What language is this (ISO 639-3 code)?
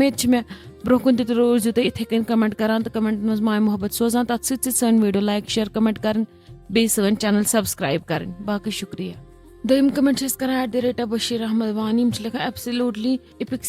kas